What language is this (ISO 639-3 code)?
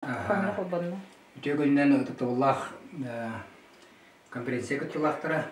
sah